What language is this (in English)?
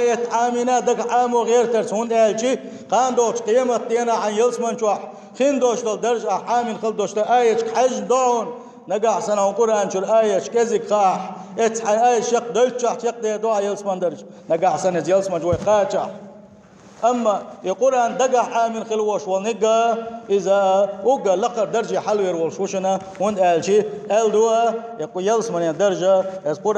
Chechen